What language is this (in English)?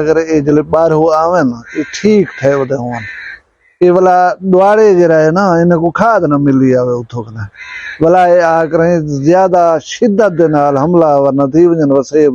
Saraiki